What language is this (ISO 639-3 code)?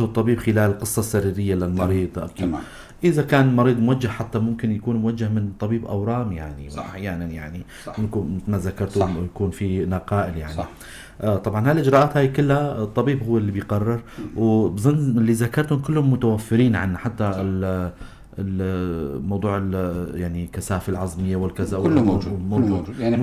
apc